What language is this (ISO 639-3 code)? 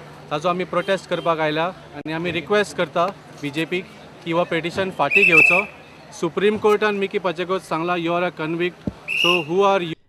kok